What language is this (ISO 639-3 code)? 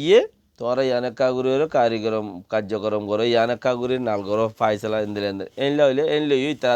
rhg